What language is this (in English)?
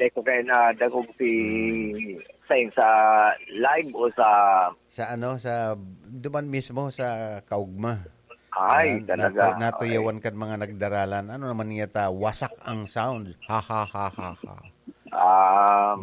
Bikol